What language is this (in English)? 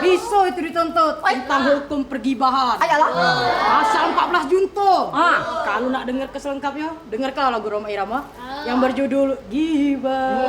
Musi